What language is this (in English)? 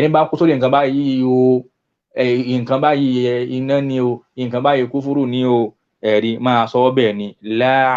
Yoruba